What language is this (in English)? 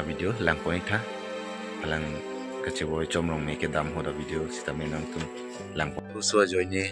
Karbi